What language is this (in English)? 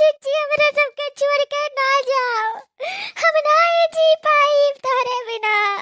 Awadhi